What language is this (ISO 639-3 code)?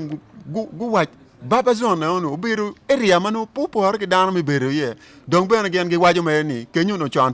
ach